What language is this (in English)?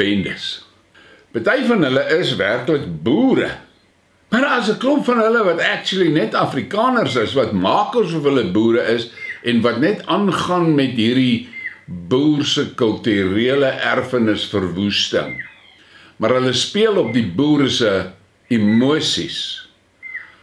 Afrikaans